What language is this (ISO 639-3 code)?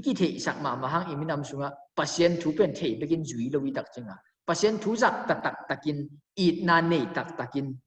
ctd